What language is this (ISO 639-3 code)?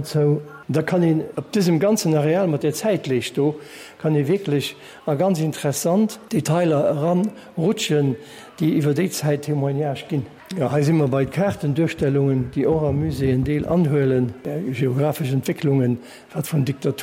ltz